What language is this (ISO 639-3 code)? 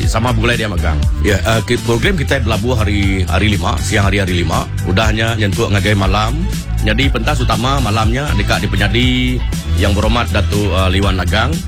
iba